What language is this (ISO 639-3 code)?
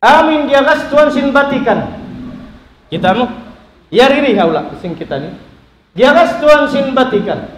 tsg